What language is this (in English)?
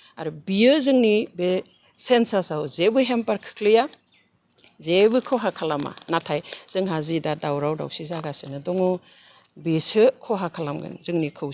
Bodo